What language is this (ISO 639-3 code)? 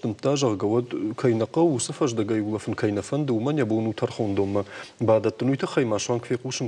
oss